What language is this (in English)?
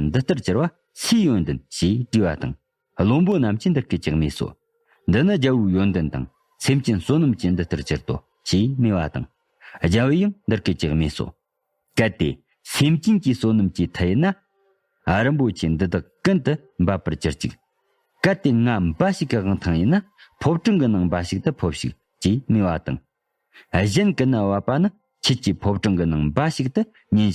Tibetan